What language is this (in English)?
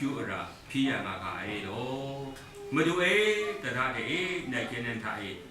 Kachin